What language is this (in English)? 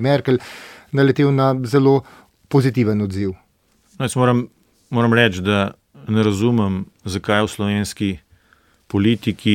Slovenian